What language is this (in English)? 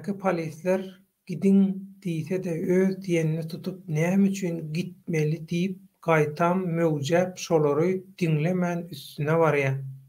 Turkmen